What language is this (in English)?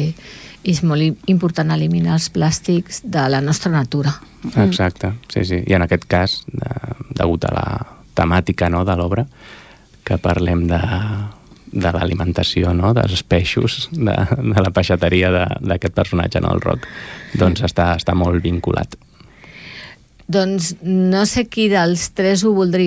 Catalan